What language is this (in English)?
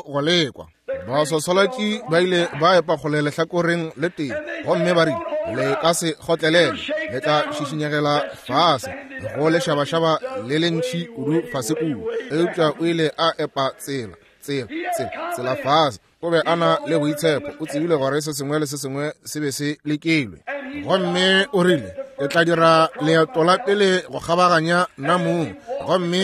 Northern Sotho